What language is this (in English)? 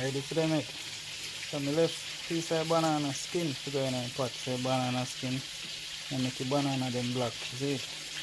Jamaican Creole English